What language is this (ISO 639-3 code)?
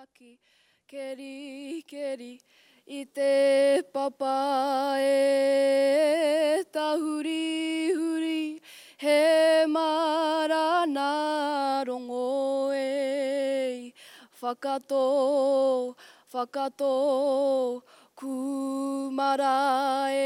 mri